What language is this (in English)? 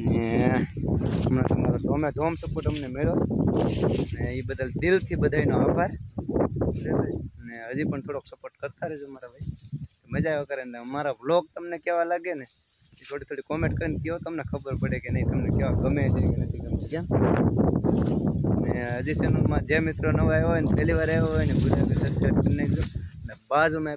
Gujarati